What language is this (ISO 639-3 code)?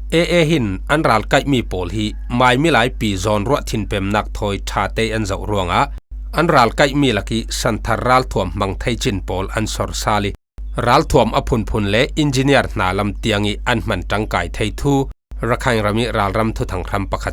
cfm